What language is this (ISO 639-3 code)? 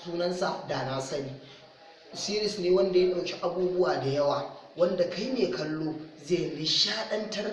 hau